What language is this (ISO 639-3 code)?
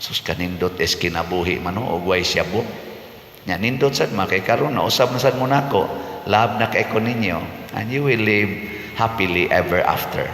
ceb